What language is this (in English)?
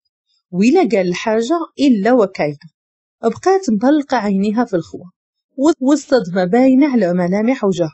Moroccan Arabic